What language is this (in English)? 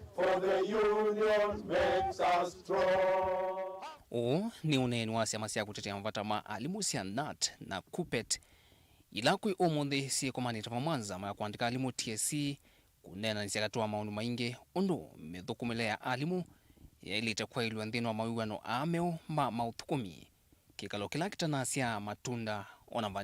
Kamba